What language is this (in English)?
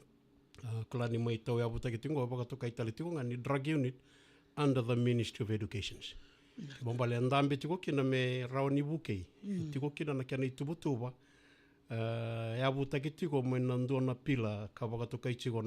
Fijian